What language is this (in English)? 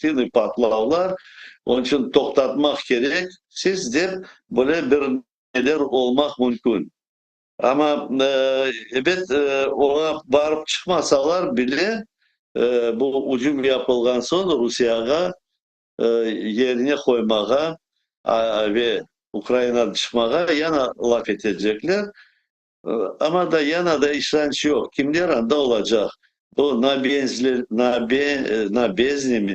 Crimean Tatar